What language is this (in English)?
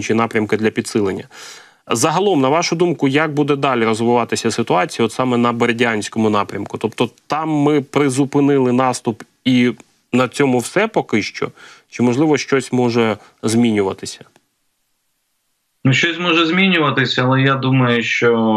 Ukrainian